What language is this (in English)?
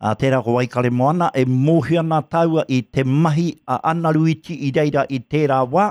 Māori